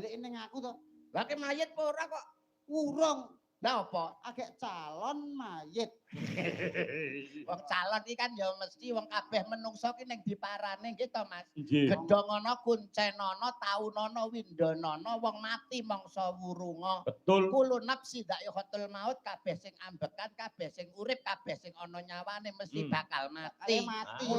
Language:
Javanese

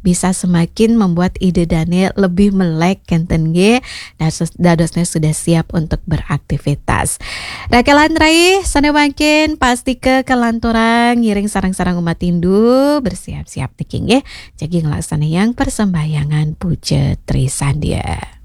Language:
Balinese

